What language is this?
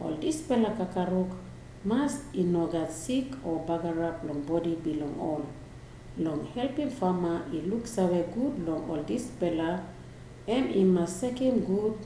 Tok Pisin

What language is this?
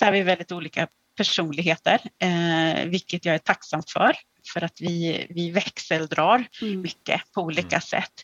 Swedish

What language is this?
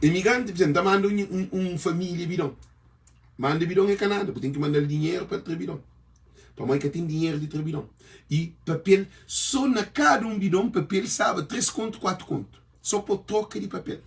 Kabuverdianu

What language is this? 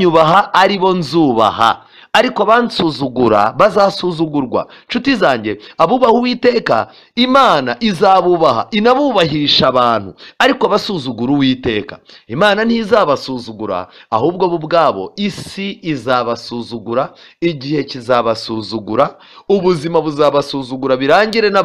Kinyarwanda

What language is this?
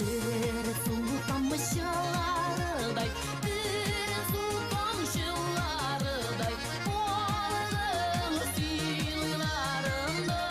Bashkir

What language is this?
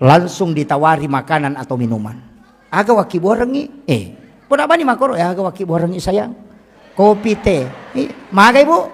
Buginese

